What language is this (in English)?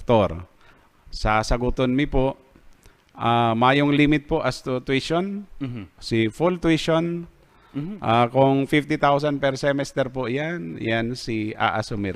Bikol